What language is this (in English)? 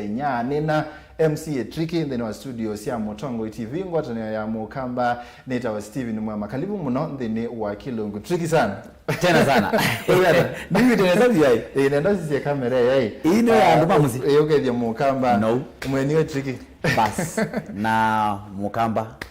Kamba